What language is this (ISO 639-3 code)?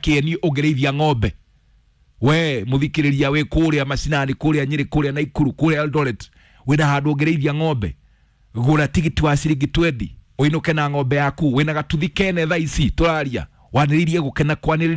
kik